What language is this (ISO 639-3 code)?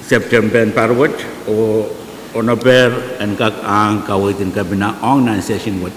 pon